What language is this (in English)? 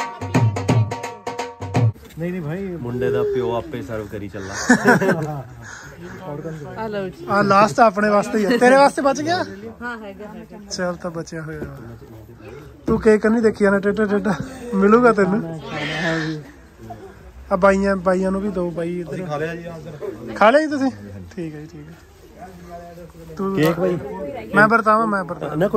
Punjabi